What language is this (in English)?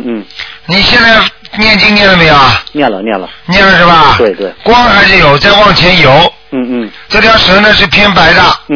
Chinese